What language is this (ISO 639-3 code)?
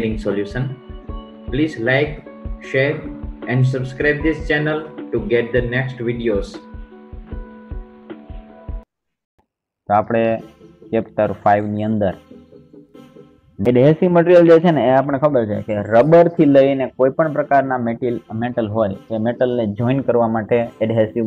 guj